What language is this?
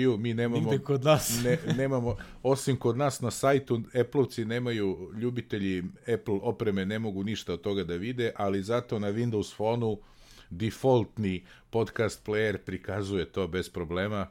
Serbian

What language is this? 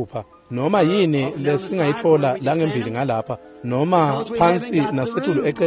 Swati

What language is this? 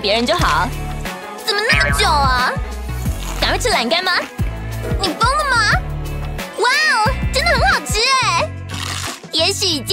Chinese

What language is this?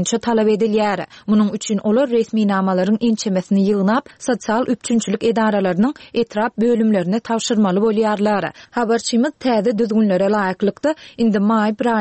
Turkmen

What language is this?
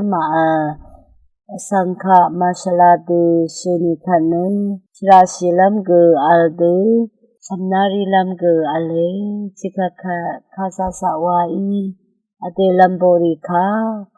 Rawang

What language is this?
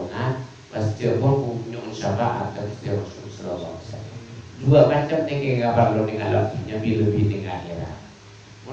Madurese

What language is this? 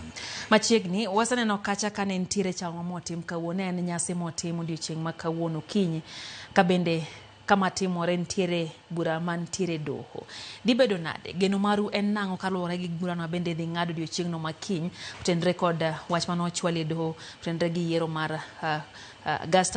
Luo (Kenya and Tanzania)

